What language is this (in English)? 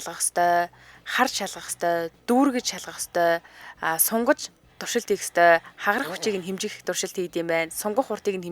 Mongolian